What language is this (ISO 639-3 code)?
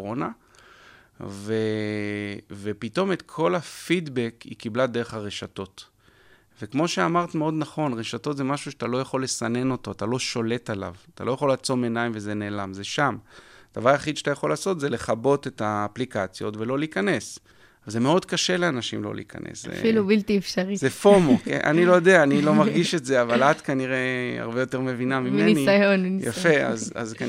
heb